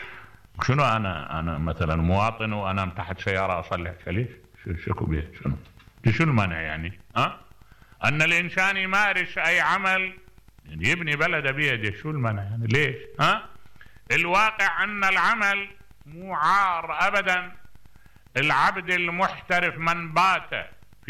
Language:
Mesopotamian Arabic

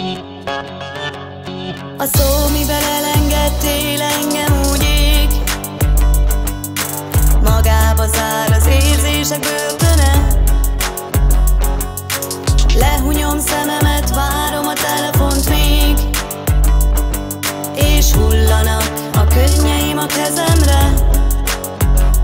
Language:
Hungarian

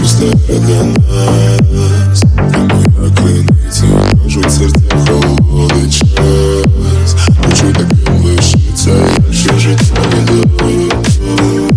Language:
Ukrainian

